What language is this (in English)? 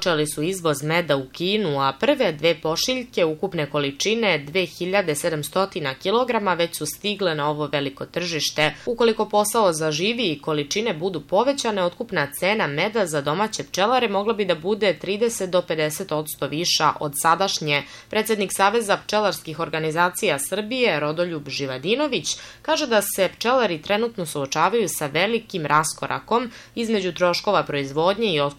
Serbian